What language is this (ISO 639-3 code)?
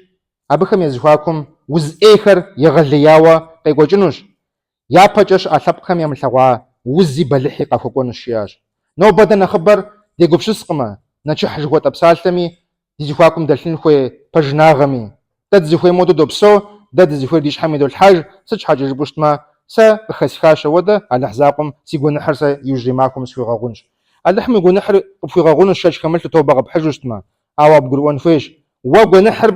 kbd